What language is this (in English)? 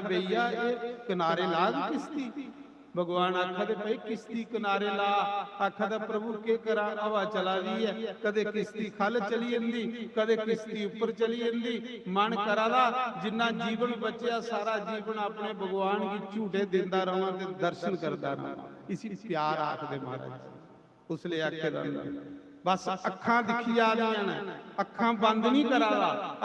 Dogri